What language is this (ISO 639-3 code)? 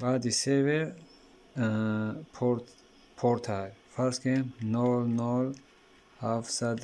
tgk